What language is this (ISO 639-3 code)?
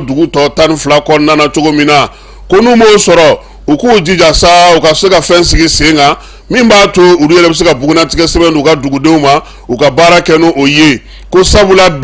bam